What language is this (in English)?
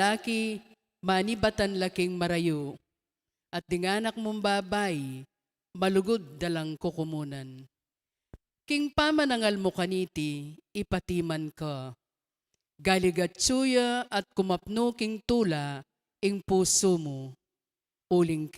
Pampanga